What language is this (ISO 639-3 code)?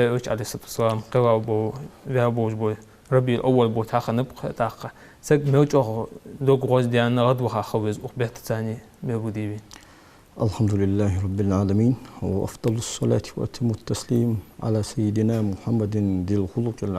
inh